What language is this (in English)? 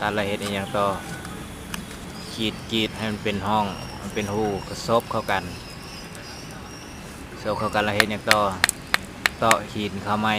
Lao